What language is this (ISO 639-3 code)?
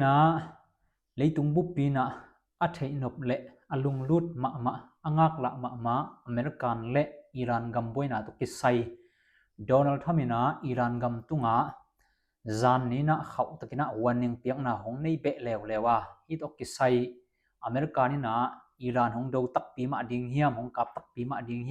ctd